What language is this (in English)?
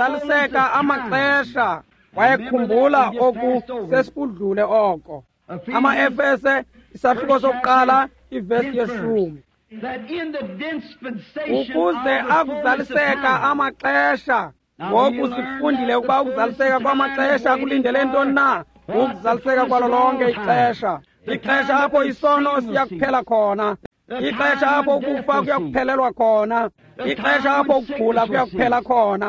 Xhosa